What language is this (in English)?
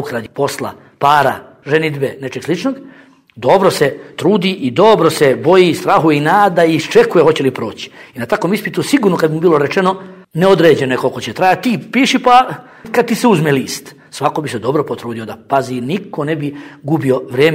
Bosnian